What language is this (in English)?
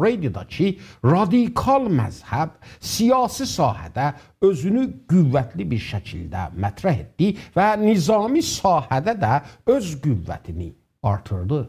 South Azerbaijani